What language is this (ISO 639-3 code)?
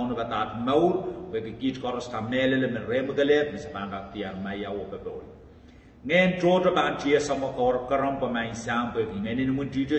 pon